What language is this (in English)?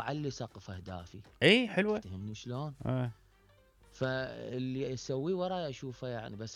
Mesopotamian Arabic